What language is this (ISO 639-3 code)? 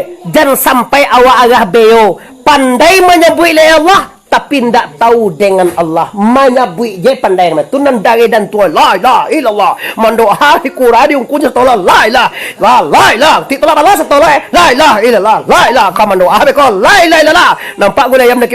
min